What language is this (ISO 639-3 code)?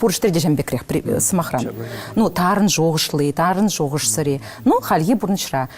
chv